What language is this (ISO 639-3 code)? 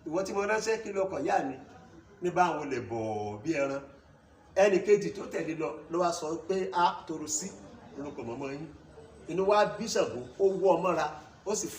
yor